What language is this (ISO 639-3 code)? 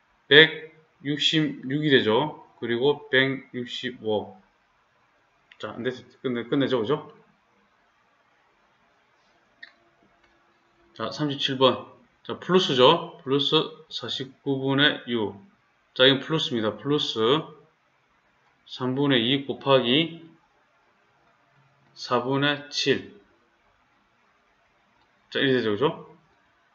kor